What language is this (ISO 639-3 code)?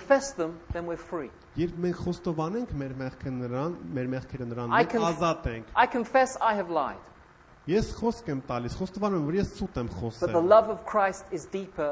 hye